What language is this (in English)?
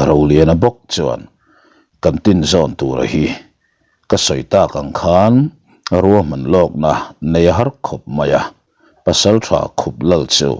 Mizo